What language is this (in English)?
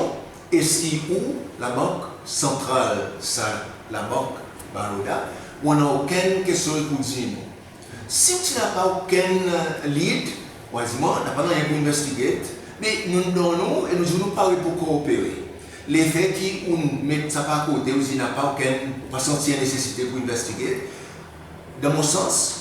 Seselwa Creole French